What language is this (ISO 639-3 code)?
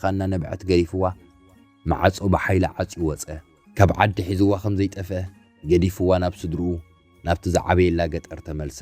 tir